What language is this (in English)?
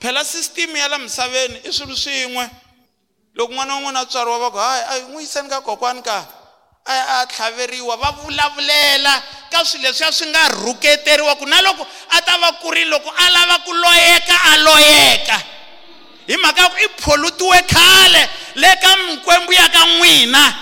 Tsonga